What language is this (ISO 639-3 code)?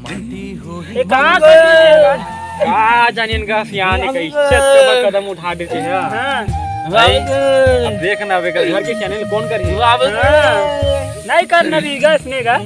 hne